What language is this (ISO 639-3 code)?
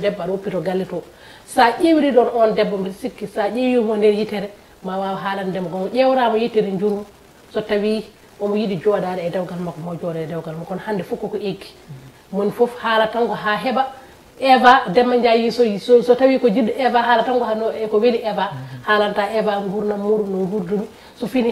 ful